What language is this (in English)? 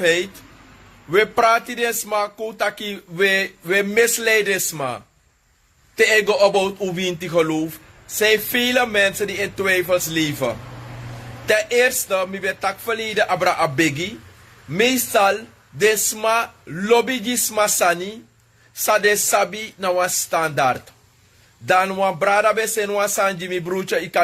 Sranan Tongo